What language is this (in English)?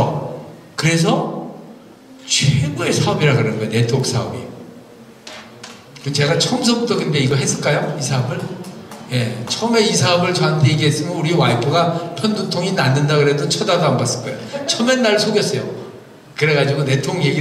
Korean